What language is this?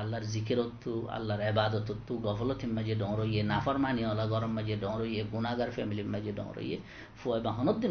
Rohingya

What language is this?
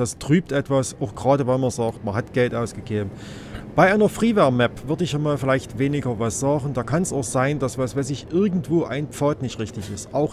German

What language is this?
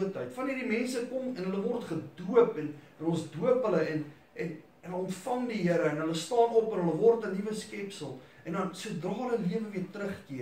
Afrikaans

